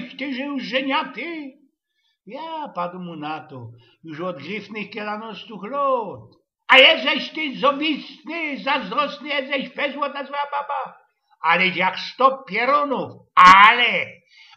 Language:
Silesian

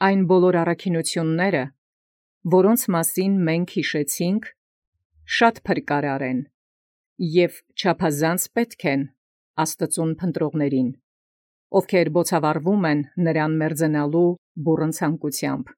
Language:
Armenian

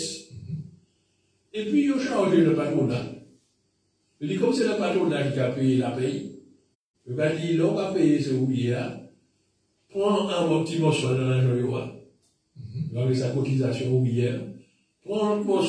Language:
French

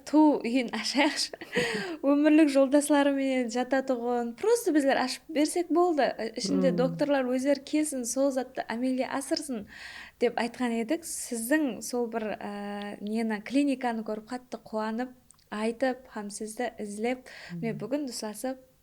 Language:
Kara-Kalpak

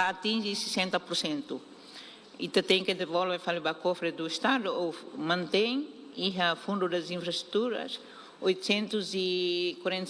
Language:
Tetum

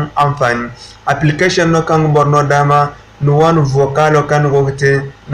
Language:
Zarma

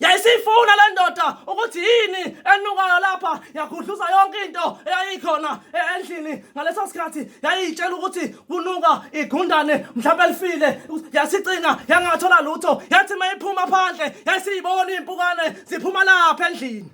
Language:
Zulu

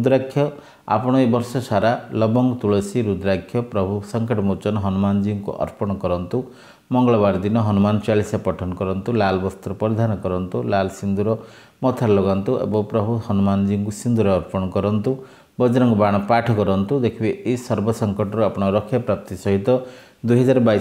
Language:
Odia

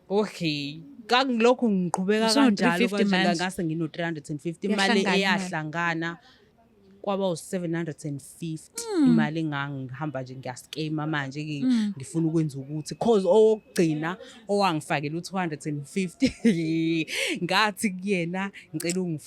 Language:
Zulu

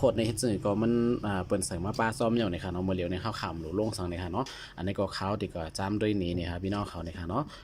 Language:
Shan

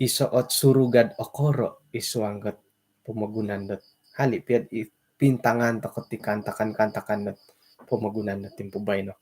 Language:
Central Dusun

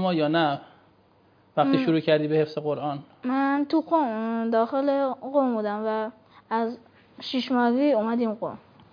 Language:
Persian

